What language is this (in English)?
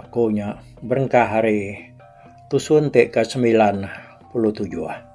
Iban